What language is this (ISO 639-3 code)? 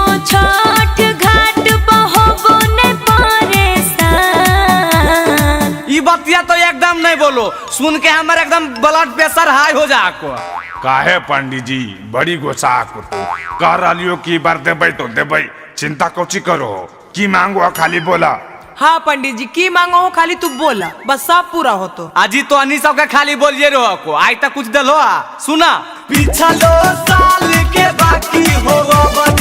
mag